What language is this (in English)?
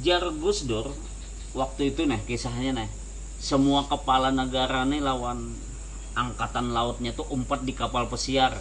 Banjar